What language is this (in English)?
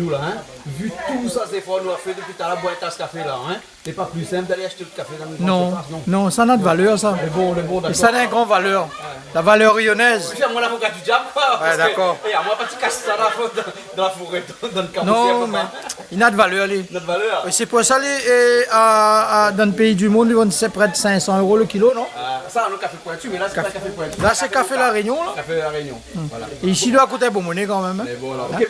Réunion Creole French